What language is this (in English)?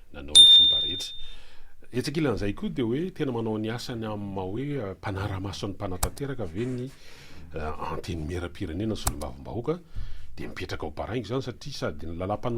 Malagasy